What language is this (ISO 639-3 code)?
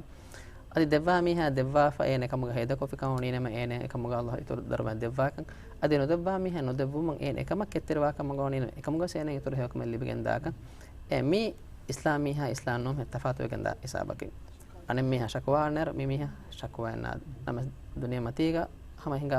div